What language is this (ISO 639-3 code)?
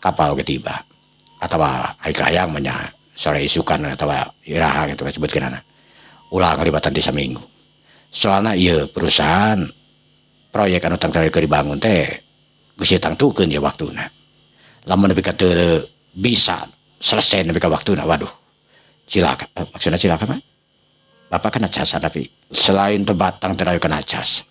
sun